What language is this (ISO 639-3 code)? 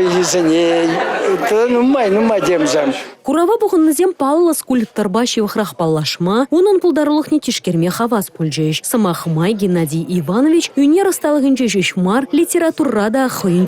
chv